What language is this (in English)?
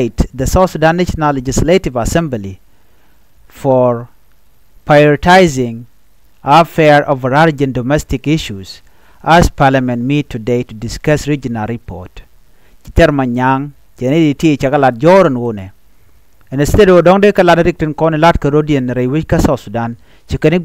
Nuer